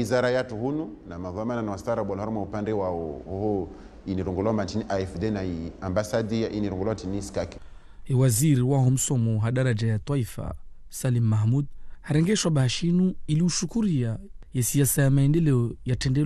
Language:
Ngazidja Comorian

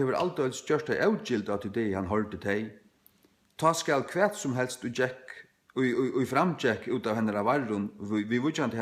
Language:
Faroese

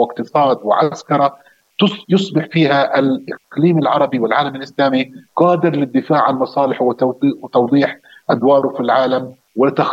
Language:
Arabic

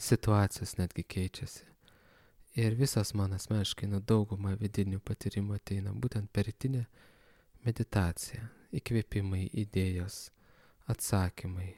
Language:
Lithuanian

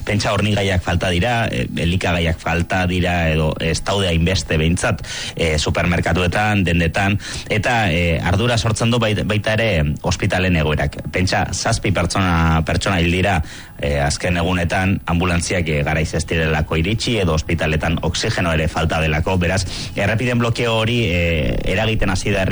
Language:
Basque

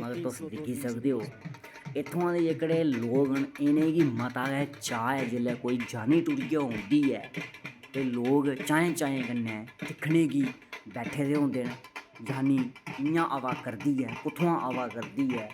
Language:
Dogri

